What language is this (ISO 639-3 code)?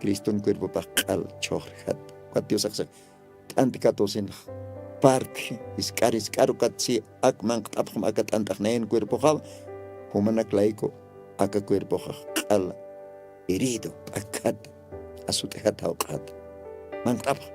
aym